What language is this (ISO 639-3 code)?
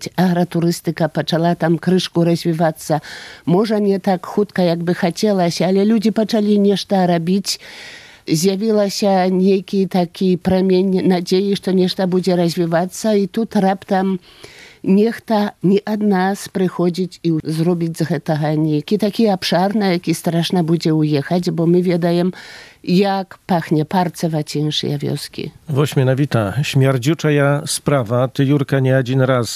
pol